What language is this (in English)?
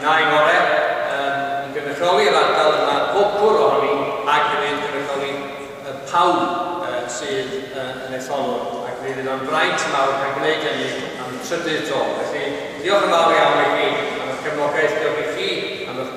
Welsh